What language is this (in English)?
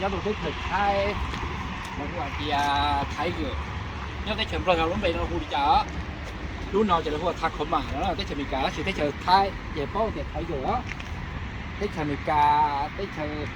Hmong